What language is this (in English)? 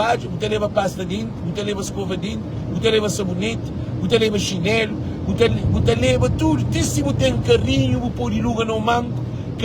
Kabuverdianu